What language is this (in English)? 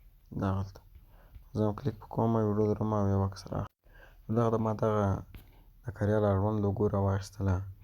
Pashto